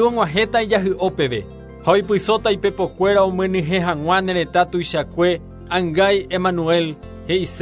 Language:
Guarani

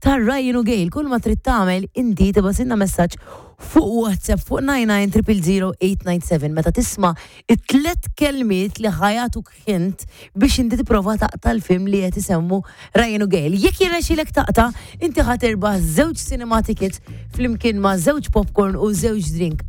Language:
Maltese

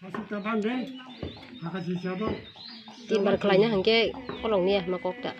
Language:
Kok Borok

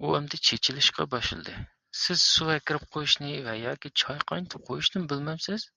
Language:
Uyghur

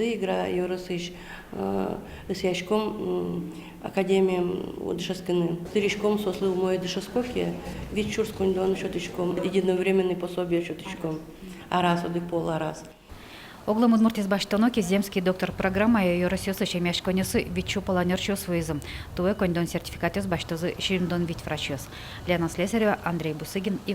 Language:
Udmurt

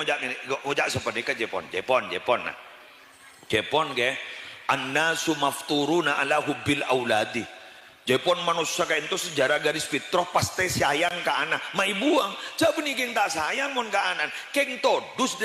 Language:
Madurese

